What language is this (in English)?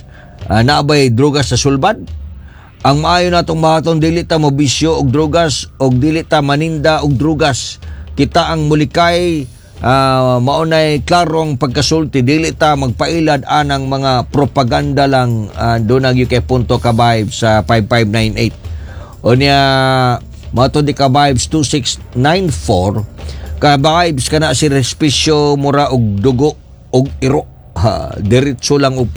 Cebuano